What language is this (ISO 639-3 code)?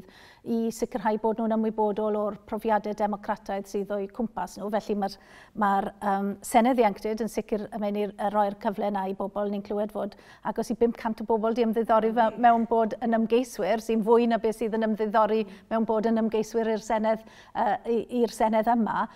cym